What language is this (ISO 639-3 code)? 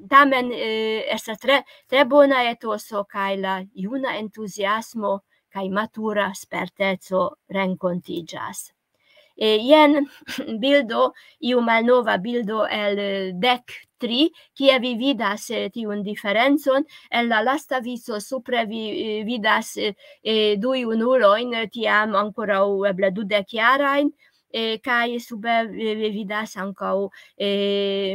epo